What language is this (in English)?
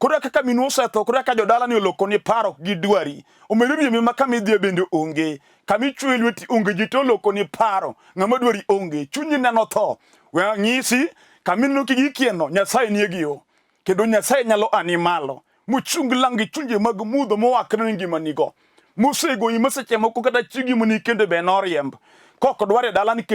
Luo (Kenya and Tanzania)